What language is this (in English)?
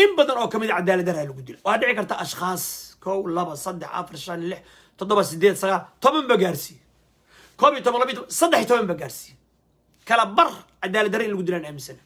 Somali